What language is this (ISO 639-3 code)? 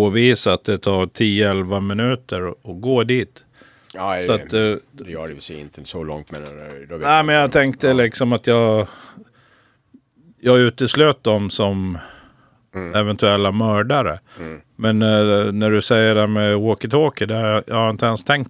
swe